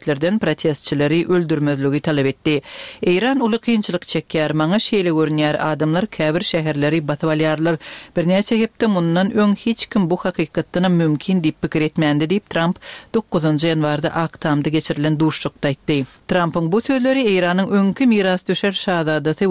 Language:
Turkmen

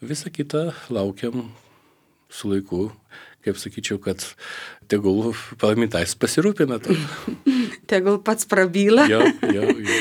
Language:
Lithuanian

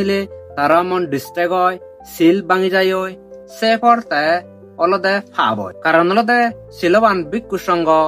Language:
Chakma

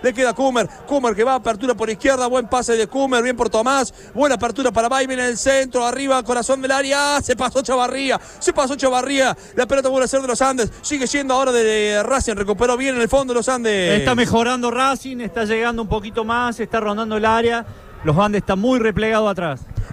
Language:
Spanish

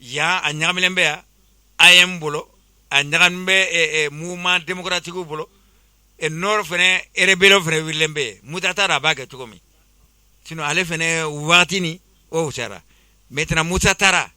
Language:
Bambara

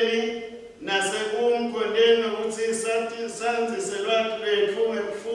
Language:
Swati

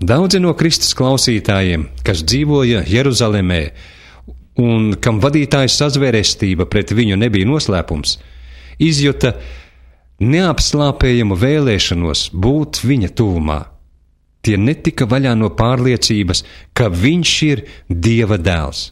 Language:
Latvian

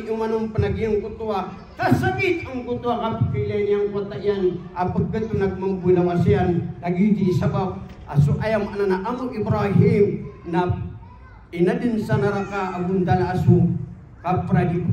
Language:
Maranao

